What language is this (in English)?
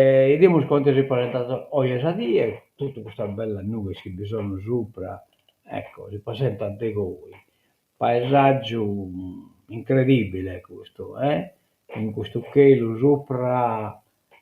Sardinian